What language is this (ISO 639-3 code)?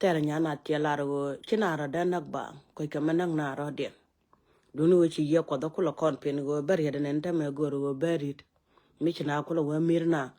nus